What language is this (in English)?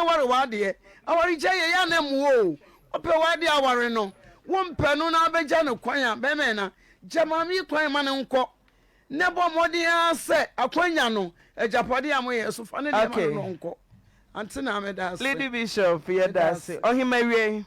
Akan